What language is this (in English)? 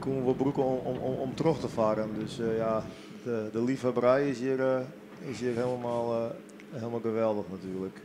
Western Frisian